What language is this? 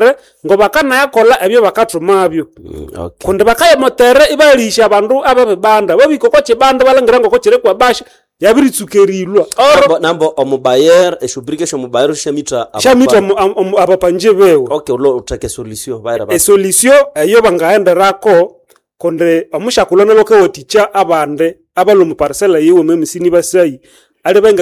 Nande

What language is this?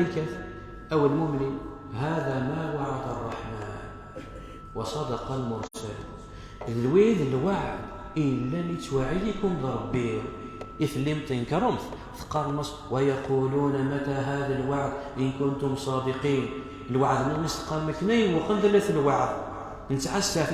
Kabyle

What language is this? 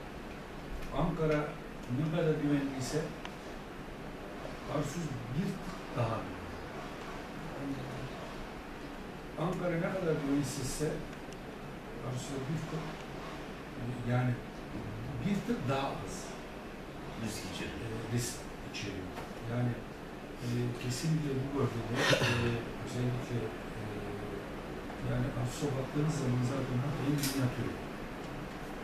Turkish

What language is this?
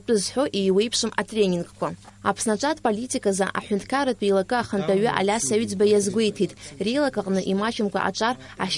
Abkhazian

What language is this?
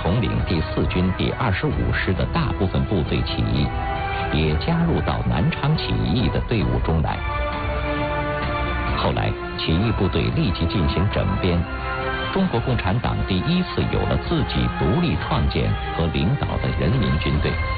Chinese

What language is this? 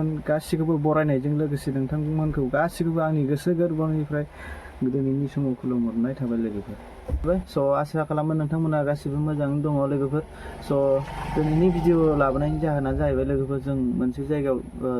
Bodo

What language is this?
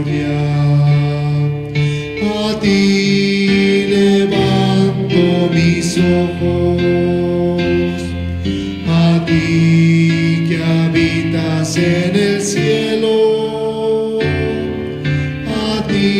Spanish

